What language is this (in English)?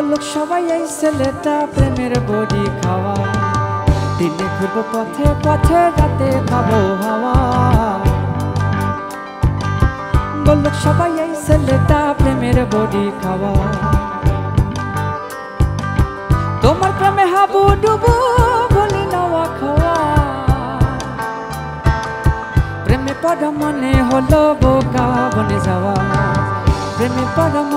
Bangla